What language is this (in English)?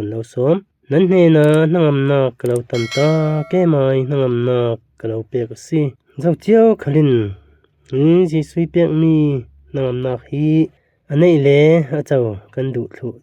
Falam Chin